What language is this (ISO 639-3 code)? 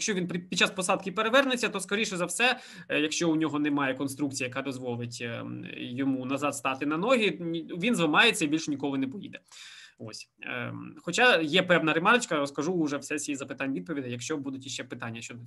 ukr